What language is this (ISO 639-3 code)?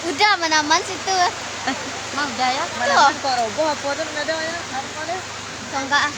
min